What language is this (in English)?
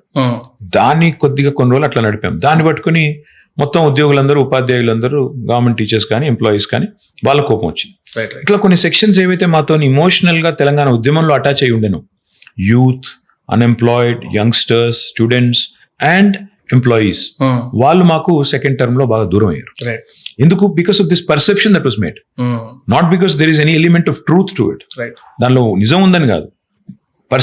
Telugu